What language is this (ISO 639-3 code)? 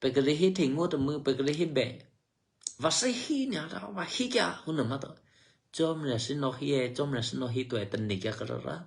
eky